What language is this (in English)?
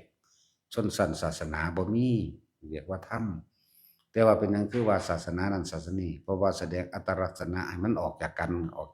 Northeastern Thai